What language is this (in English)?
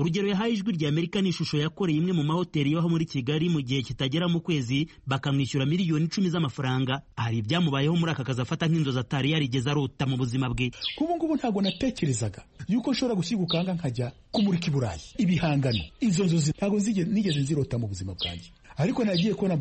Kinyarwanda